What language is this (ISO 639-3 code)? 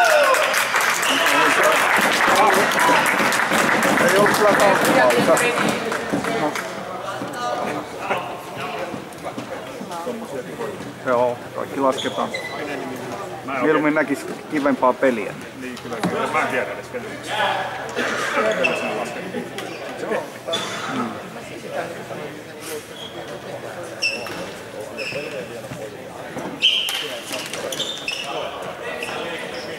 fin